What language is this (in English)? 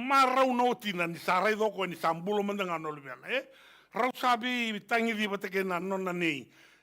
Fijian